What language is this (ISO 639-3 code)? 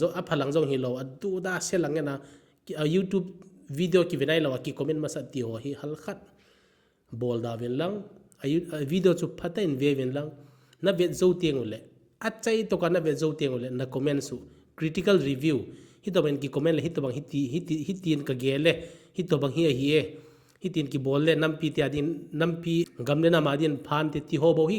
tcz